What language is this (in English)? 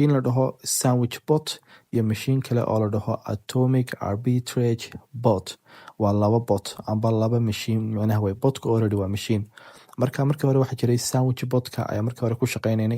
Somali